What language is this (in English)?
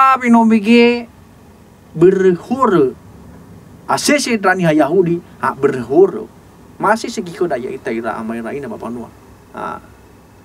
Nias